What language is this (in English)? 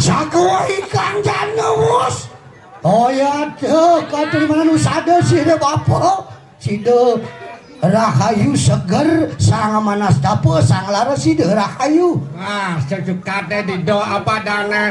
Balinese